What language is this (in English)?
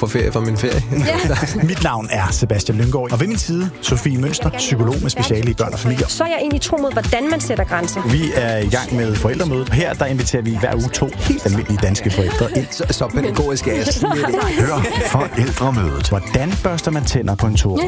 Danish